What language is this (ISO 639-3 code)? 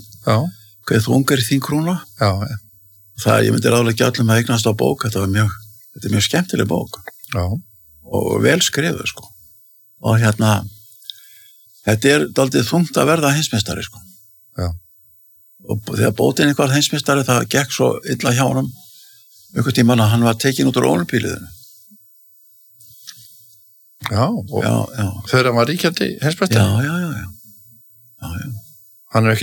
isl